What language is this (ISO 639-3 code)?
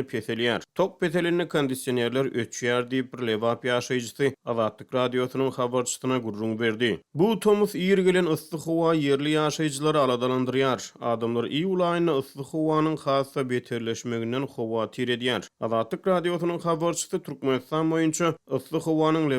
tuk